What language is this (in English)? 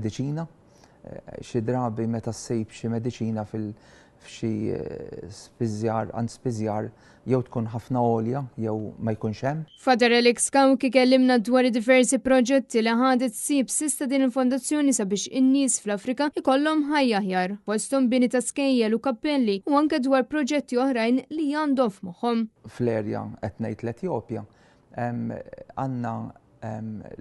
Maltese